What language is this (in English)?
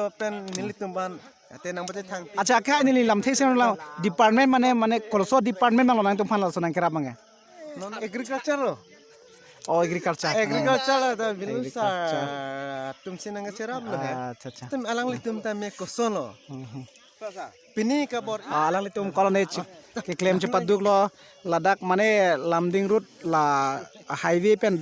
Karbi